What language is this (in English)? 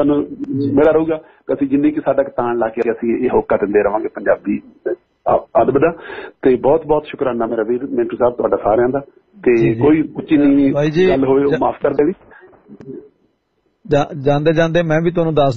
Punjabi